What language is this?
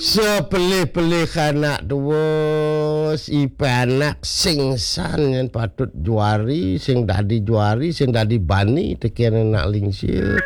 Balinese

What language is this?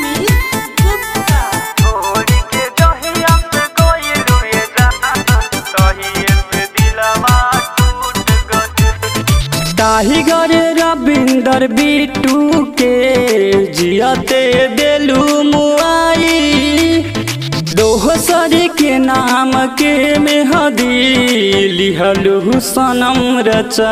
Bhojpuri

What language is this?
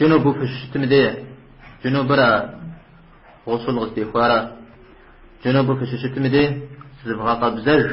Kabardian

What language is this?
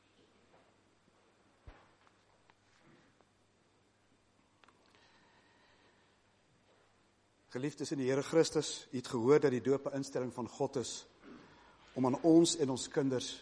Afrikaans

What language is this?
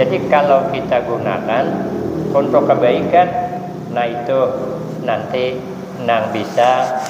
Banjar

